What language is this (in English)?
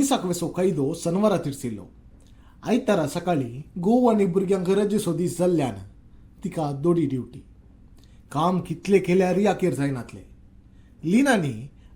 Konkani